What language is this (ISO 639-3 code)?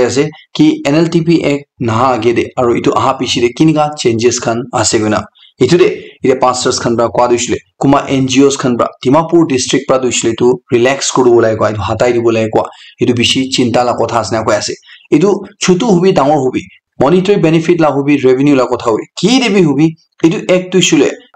nag